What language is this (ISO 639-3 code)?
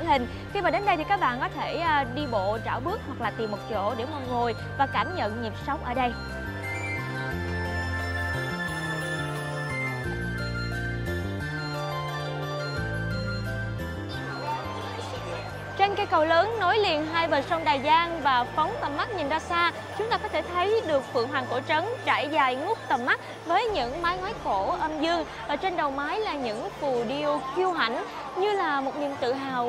vie